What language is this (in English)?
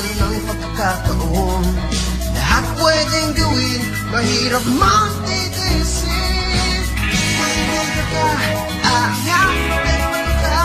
Filipino